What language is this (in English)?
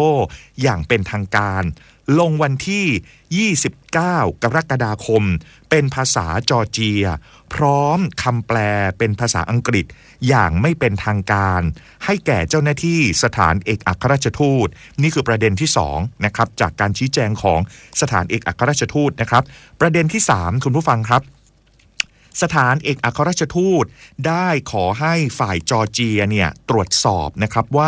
Thai